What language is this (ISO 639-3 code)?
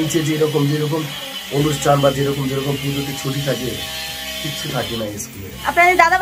ben